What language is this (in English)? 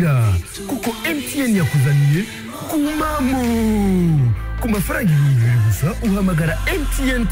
Kinyarwanda